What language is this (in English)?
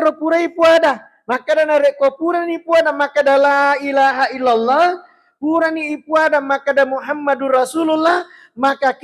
Buginese